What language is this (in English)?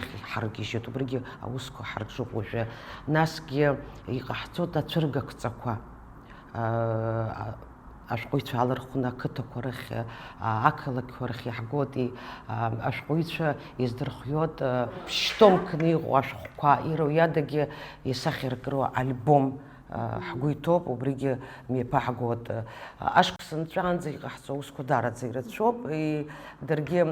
Abkhazian